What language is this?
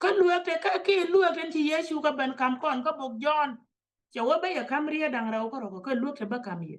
Nuer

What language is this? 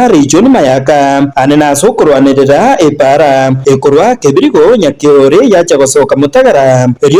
Gusii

